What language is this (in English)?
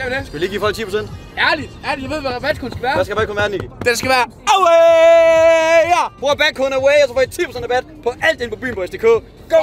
Danish